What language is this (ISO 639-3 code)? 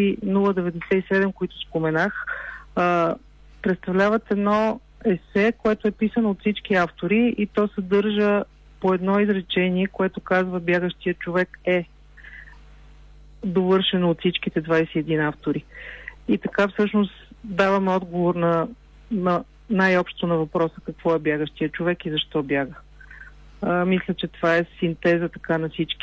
bul